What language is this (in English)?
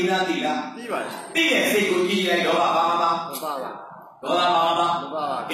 Burmese